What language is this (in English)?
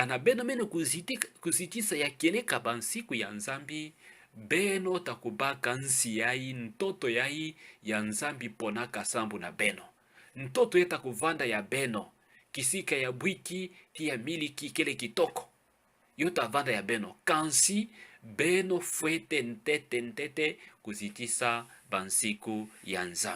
Kituba (Democratic Republic of Congo)